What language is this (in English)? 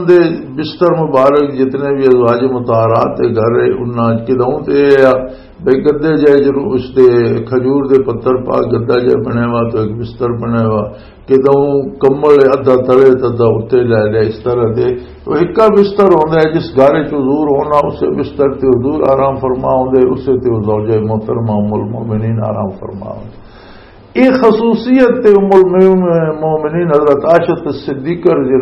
Western Panjabi